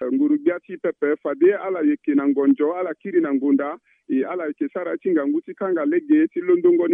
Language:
Sango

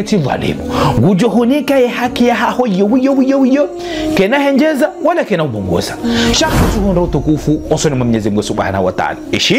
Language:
Ngazidja Comorian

